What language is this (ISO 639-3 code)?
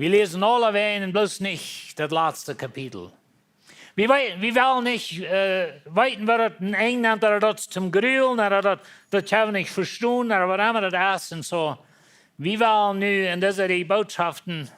pdt